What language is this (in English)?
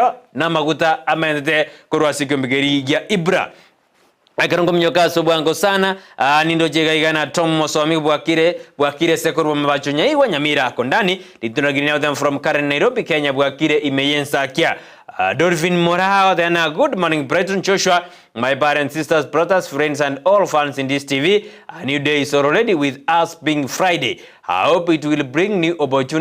Gusii